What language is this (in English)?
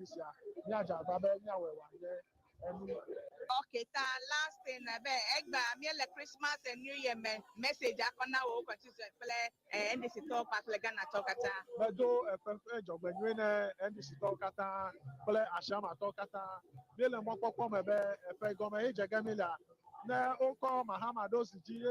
Ewe